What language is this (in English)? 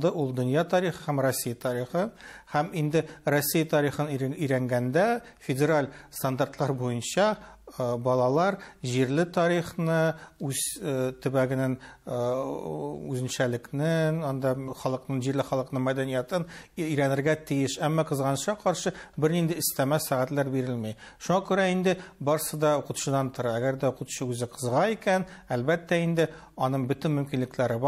Tatar